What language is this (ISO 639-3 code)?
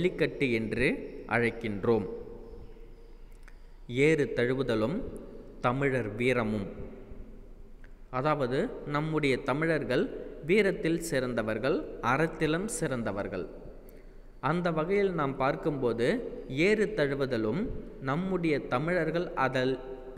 tam